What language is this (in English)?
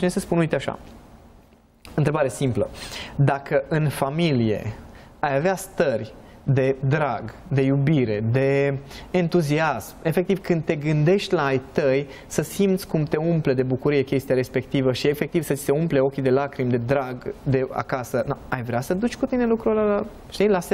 Romanian